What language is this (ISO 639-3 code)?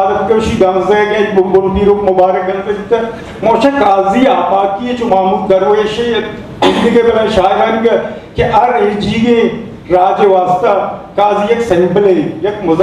bgp